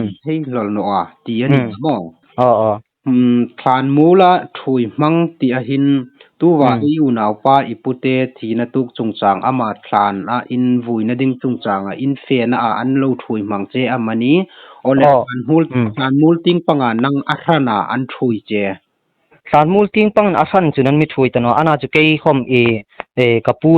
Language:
Hmar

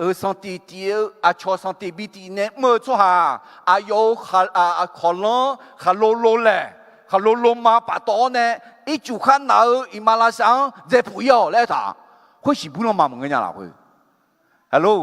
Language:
Akha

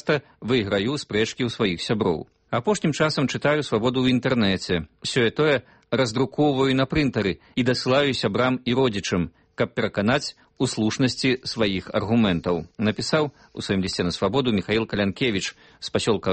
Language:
Belarusian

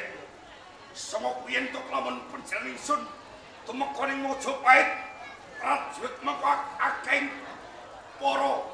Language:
Javanese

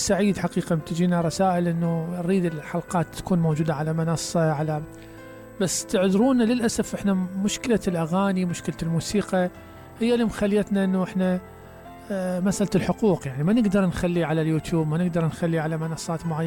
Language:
Mesopotamian Arabic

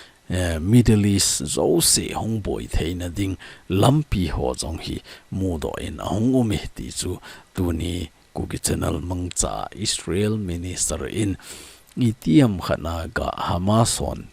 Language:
Thado Chin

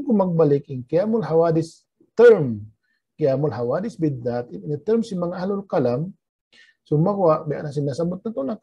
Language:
Tausug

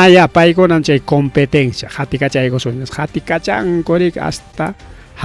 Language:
Ayacucho Quechua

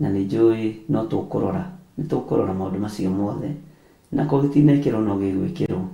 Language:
Kikuyu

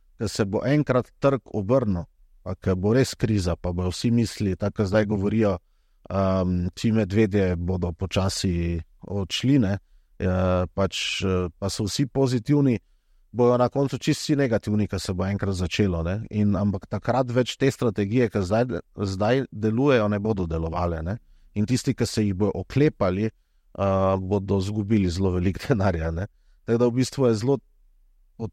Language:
Slovenian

